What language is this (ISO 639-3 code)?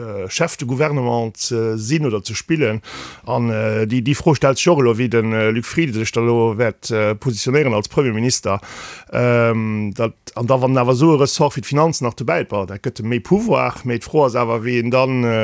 ltz